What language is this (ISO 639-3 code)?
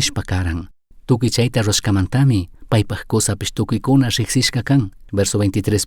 qug